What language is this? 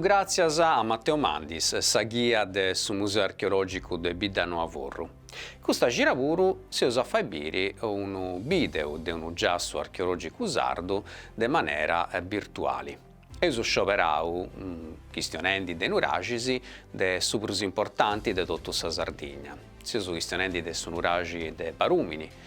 Sardinian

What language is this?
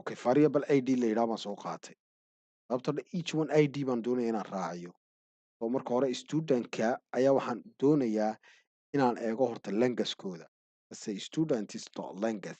Somali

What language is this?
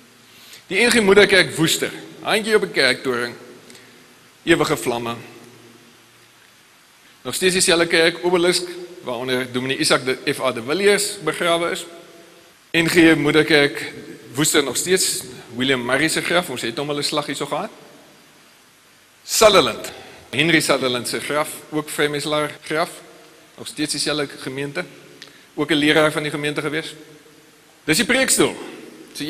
Afrikaans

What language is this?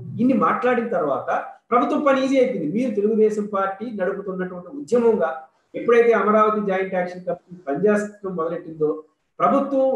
Telugu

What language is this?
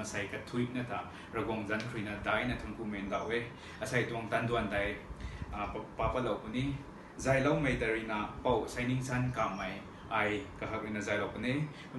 Rongmei Naga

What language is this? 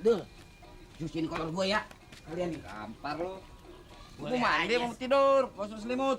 Betawi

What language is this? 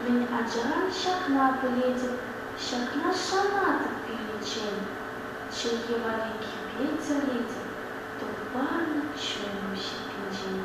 Chuvash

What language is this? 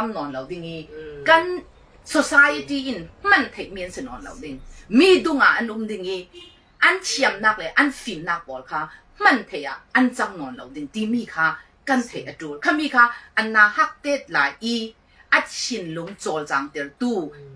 Falam Chin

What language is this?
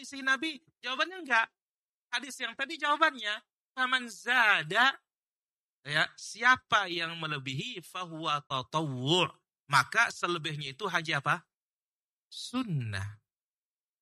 Indonesian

